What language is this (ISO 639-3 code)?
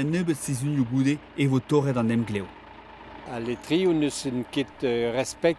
bre